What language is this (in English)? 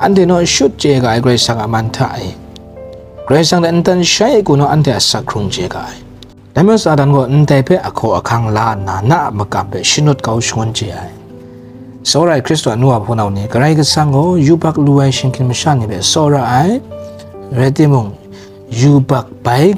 Kachin